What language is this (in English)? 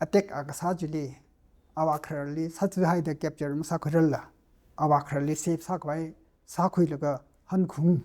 Tangkhul Naga (India)